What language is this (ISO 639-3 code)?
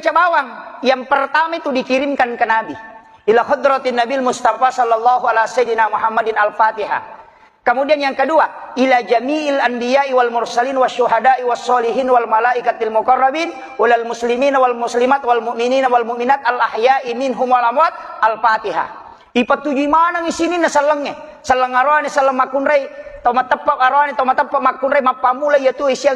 bug